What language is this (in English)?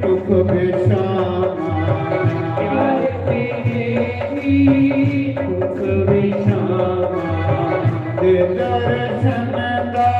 Dogri